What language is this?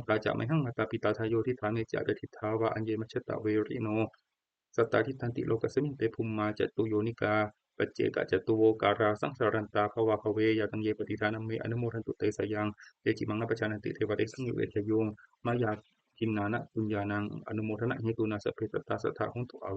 Pali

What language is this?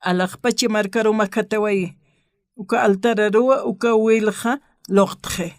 Aymara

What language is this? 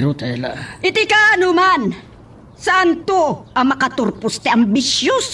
Iloko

